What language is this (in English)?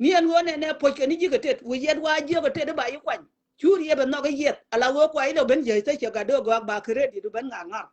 Nuer